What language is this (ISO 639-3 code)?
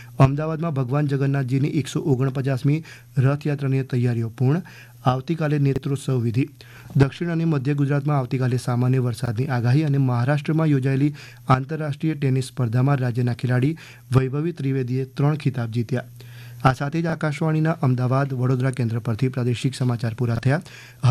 guj